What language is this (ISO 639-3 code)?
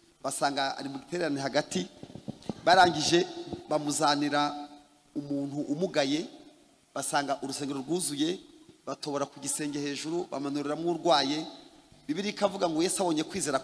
kin